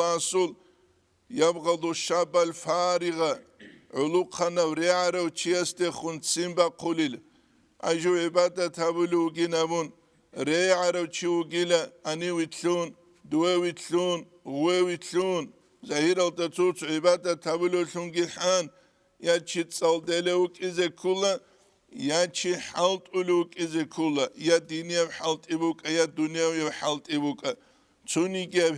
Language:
Avaric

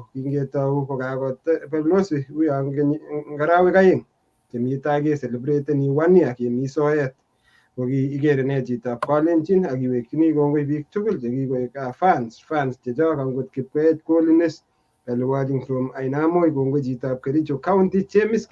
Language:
Kalenjin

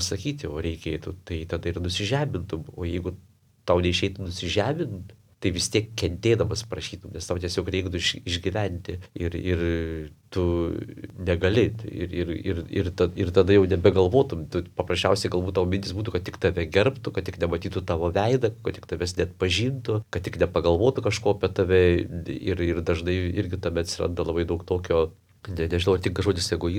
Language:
Lithuanian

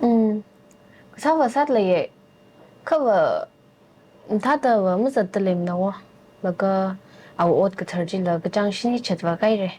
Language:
Tangkhul Naga (India)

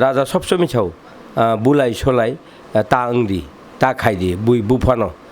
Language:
Kok Borok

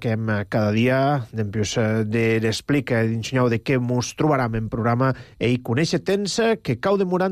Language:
Catalan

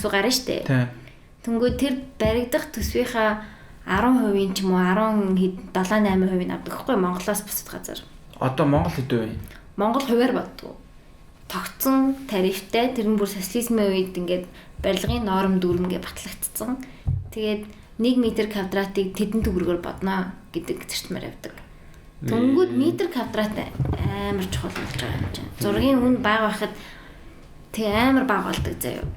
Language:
Mongolian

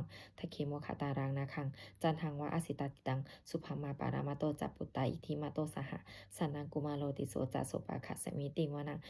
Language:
Pali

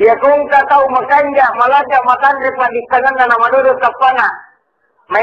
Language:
Buginese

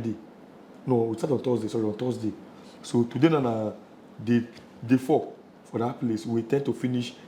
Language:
Nigerian Pidgin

